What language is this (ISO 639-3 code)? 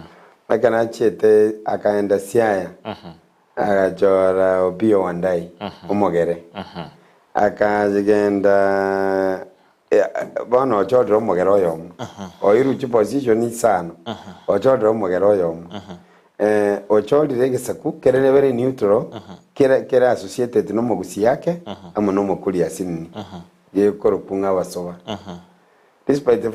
guz